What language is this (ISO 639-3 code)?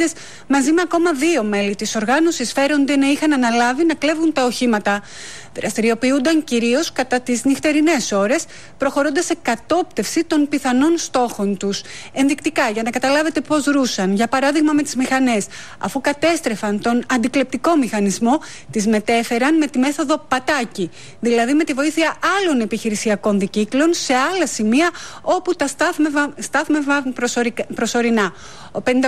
ell